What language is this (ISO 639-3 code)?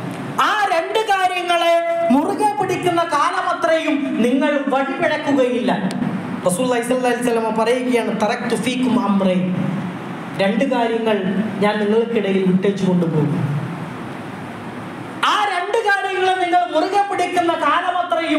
mal